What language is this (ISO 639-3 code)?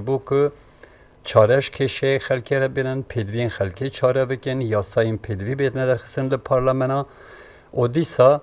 kur